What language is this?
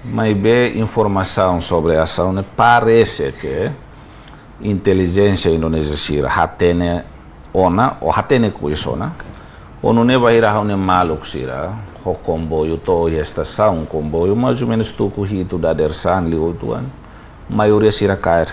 Tetum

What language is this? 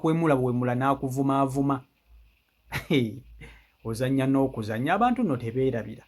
Ganda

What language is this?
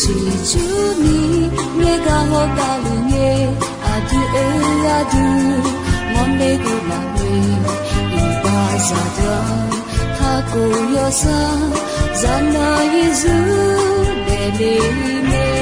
Akha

